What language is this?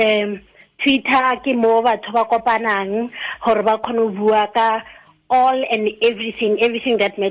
Tswana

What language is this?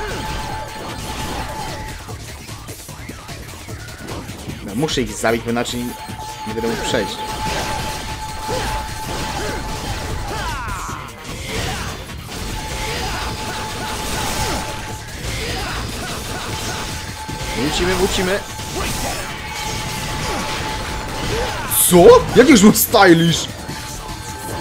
Polish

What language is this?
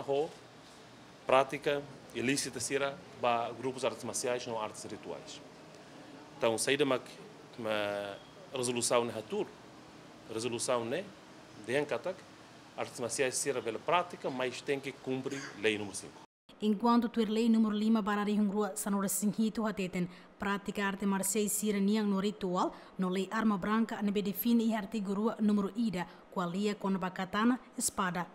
Tetum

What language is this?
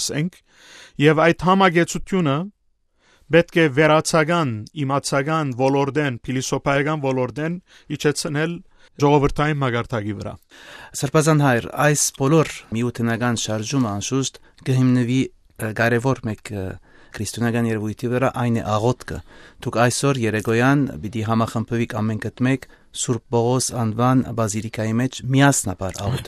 Western Armenian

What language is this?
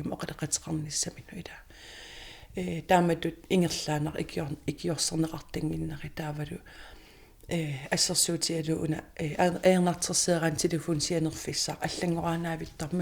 Kalaallisut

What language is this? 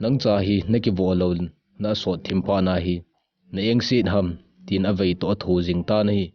Thado Chin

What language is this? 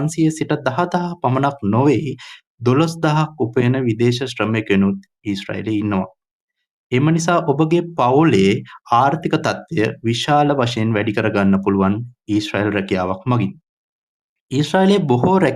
Sinhala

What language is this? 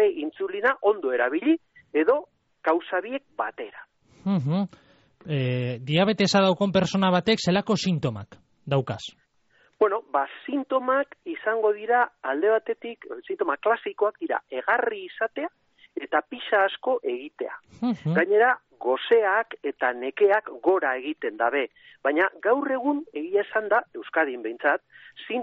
Basque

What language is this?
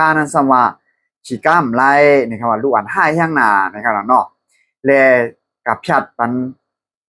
Shan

